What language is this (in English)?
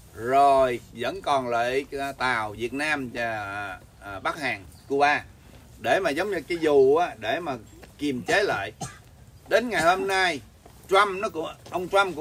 Vietnamese